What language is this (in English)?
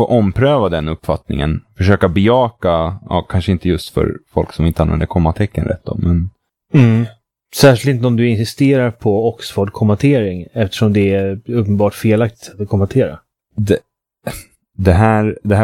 Swedish